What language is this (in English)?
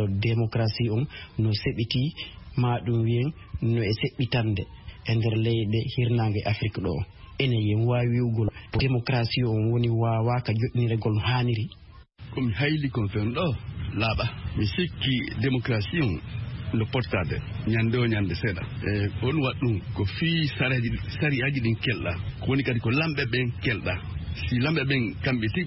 Fula